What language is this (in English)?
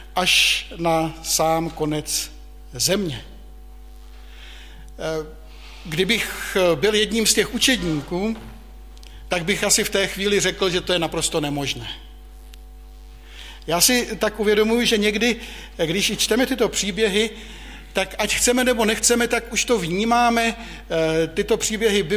Czech